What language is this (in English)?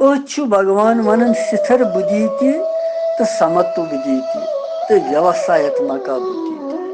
Kashmiri